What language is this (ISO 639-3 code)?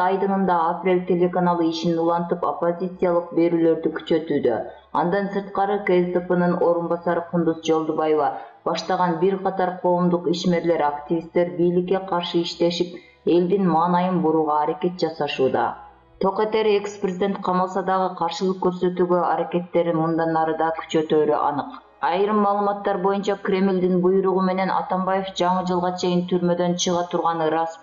kir